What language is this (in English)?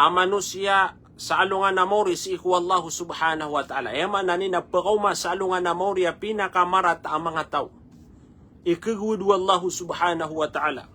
Maranao